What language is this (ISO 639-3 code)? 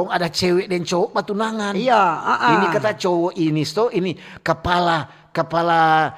xmm